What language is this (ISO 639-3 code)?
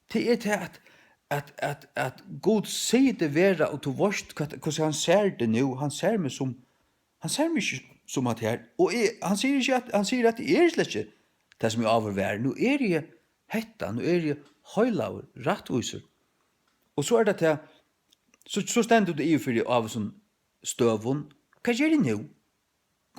fao